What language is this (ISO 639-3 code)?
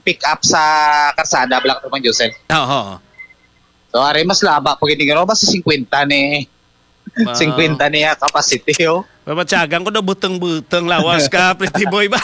hil